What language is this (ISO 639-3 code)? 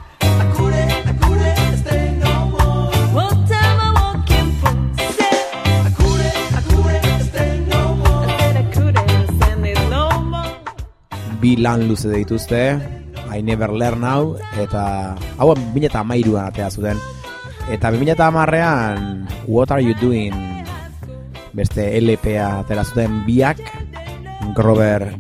eus